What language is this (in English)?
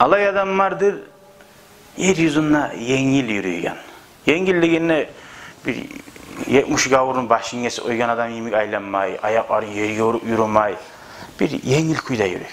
Kumyk